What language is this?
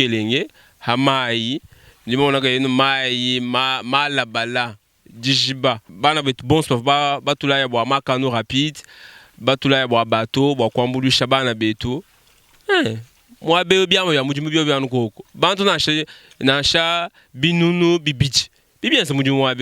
Luba-Lulua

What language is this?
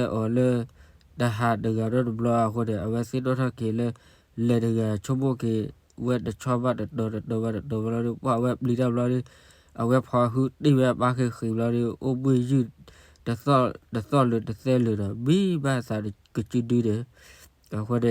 S'gaw Karen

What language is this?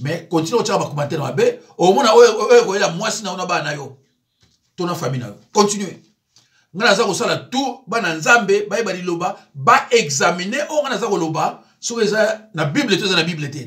Lingala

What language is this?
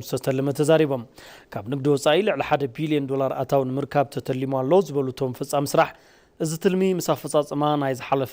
Tigrinya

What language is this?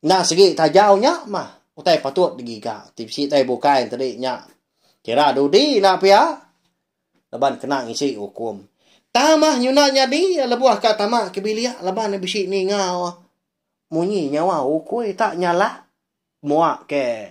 Iban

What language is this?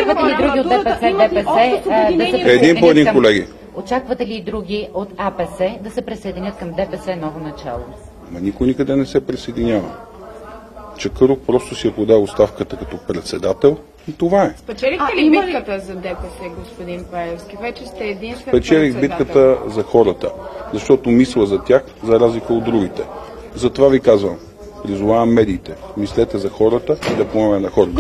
Bulgarian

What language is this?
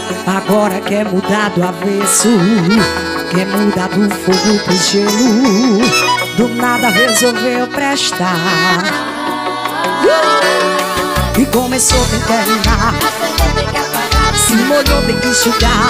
Portuguese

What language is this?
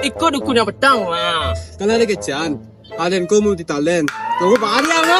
Minangkabau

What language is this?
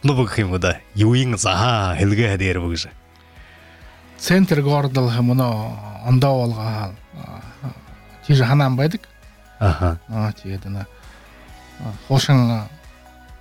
Buriat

